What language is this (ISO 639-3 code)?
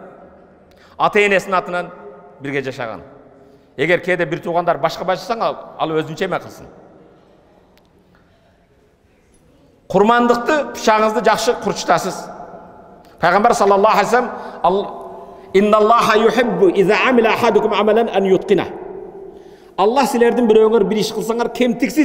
kir